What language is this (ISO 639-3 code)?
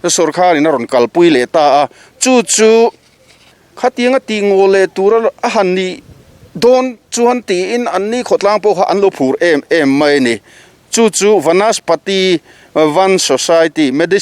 lus